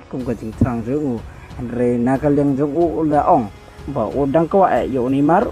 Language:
Khasi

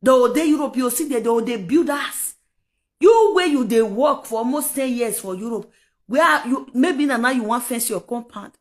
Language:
Nigerian Pidgin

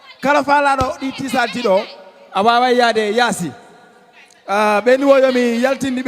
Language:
Fula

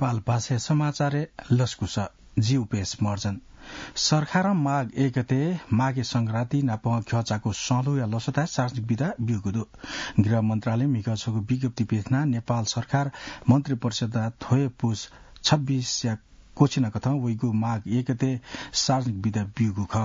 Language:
Newari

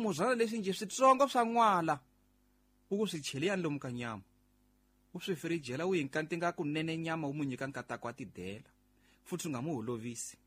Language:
Tsonga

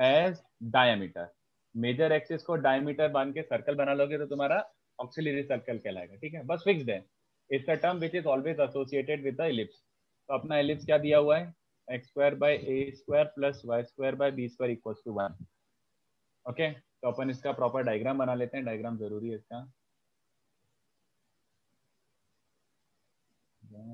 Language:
Hindi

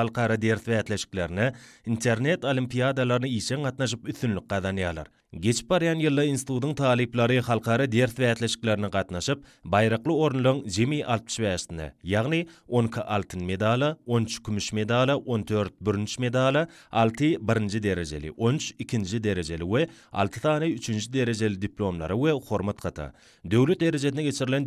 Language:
Turkmen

